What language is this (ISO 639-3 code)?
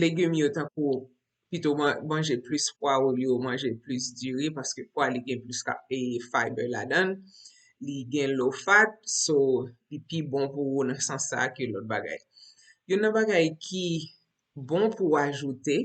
hat